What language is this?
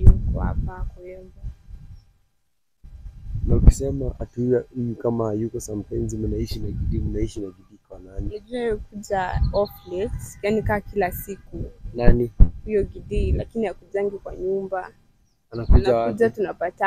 Swahili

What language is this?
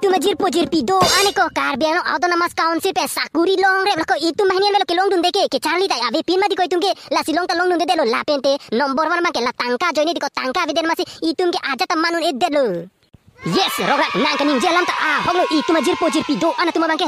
Karbi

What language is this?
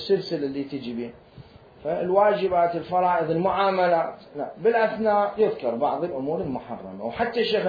Mesopotamian Arabic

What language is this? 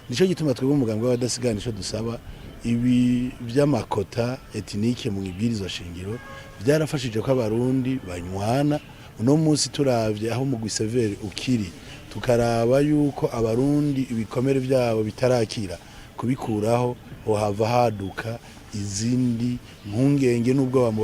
Rundi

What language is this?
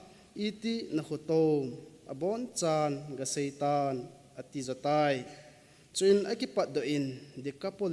Thado Chin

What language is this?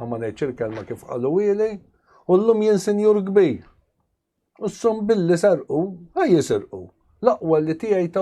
Maltese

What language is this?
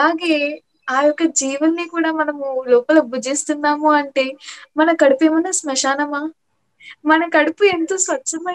Telugu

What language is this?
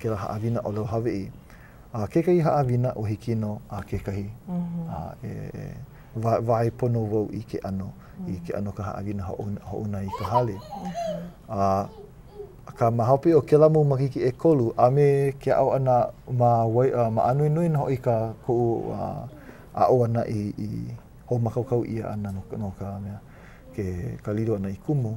Hawaiian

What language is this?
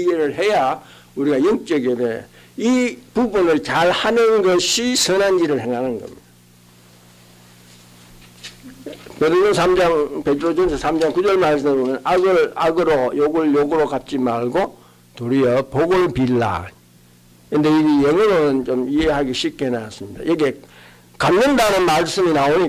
Korean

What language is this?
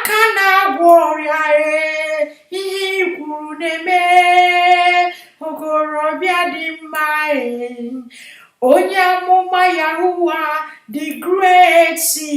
Igbo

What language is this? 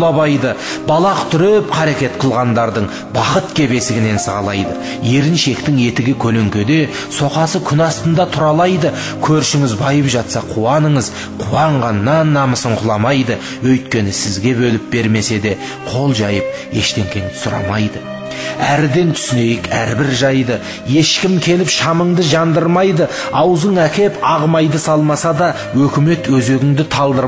Kazakh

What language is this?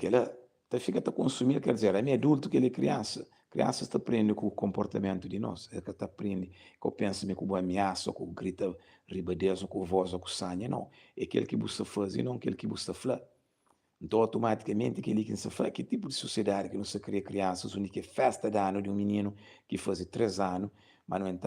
Kabuverdianu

